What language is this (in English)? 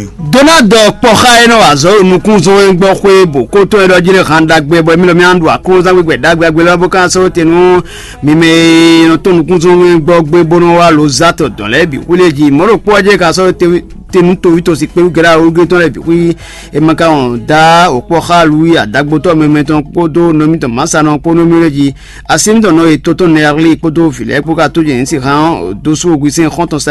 Fon